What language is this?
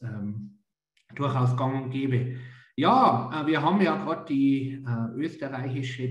German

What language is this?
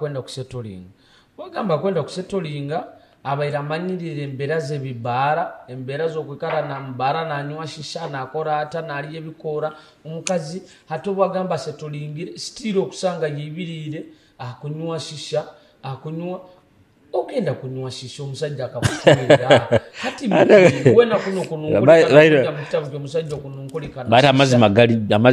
Nyoro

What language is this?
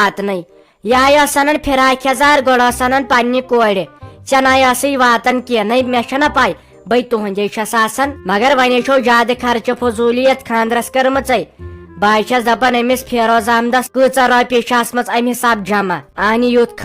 Kashmiri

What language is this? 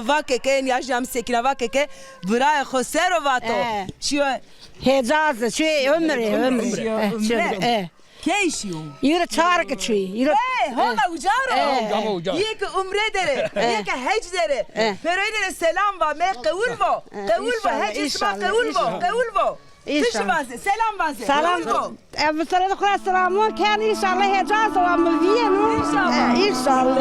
Zaza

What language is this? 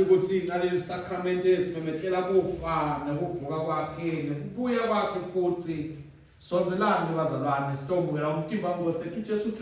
Swati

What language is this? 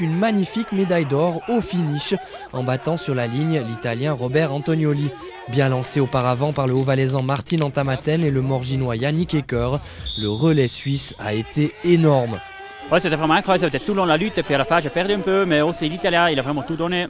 French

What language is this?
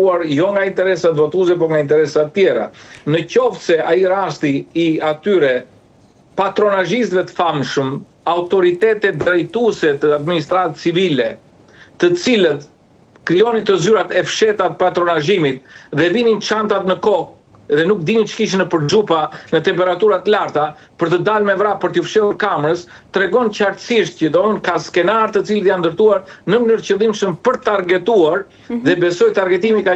Albanian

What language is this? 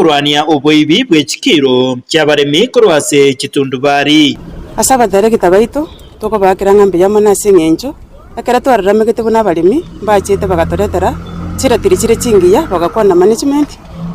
Gusii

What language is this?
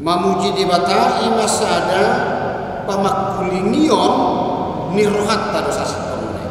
Batak Toba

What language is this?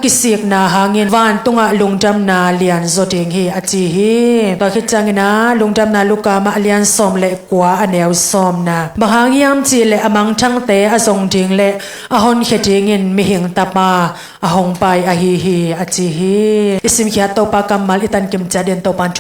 Tedim Chin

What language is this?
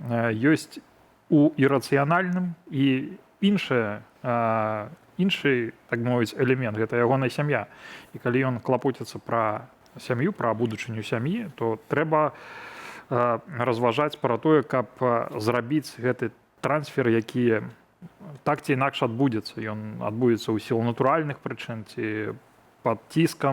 Belarusian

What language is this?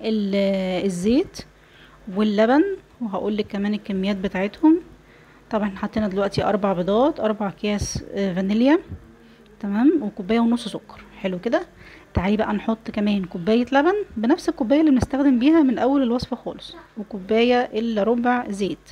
Egyptian Arabic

